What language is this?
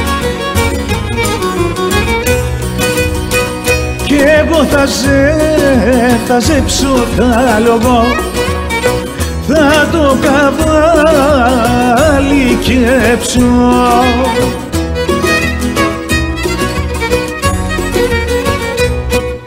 Greek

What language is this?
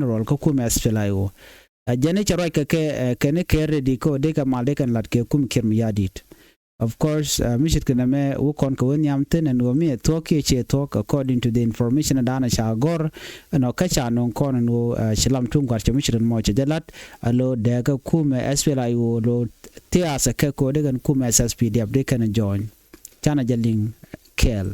Nuer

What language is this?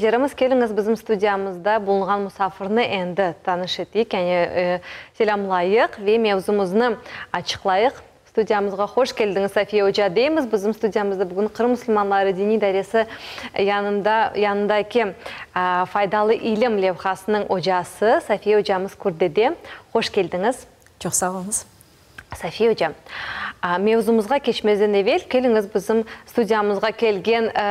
Crimean Tatar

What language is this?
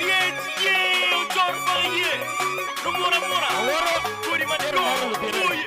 Acoli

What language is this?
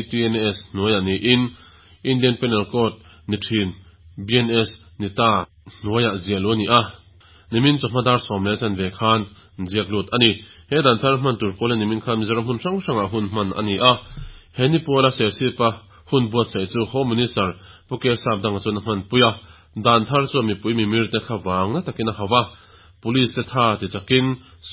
Mizo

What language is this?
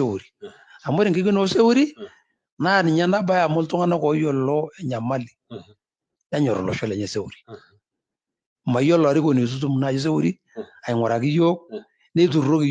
Masai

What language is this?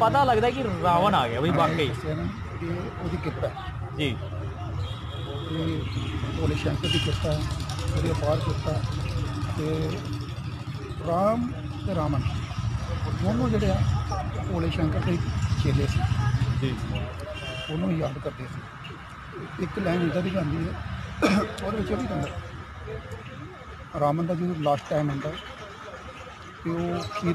Punjabi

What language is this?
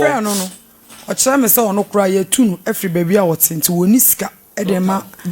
Akan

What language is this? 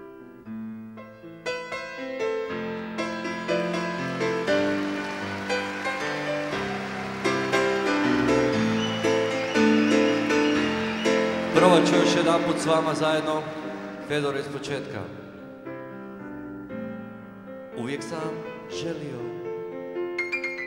Croatian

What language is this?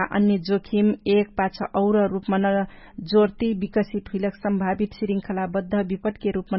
Dangaura Tharu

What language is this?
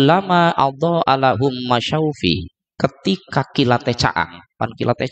Sundanese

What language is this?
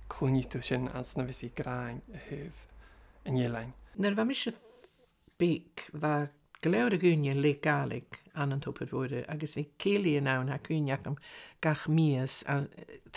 Scottish Gaelic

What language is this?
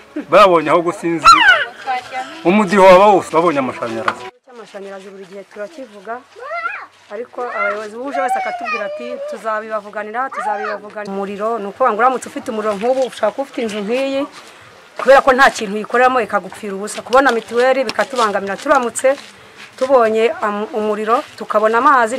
Kinyarwanda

